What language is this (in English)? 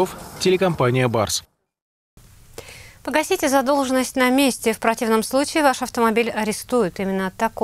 Russian